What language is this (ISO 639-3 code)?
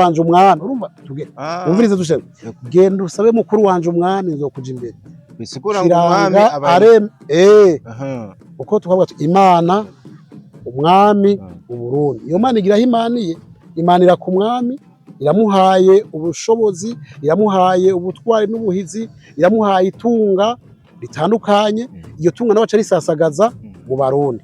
run